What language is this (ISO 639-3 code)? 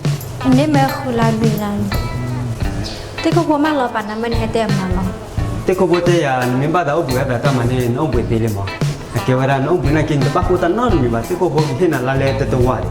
ksw